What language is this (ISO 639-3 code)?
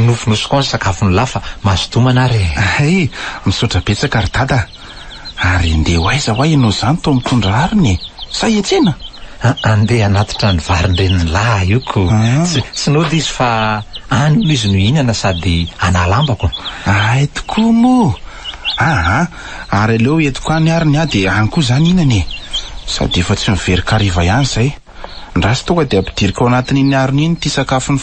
mlg